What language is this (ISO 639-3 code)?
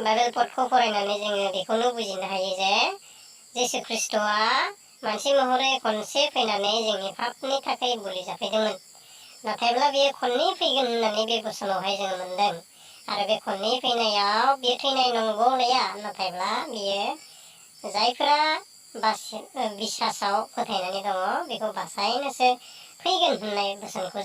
brx